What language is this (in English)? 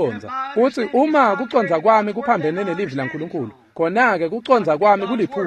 Swati